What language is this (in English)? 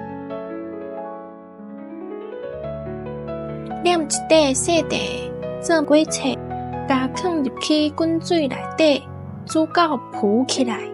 Min Nan Chinese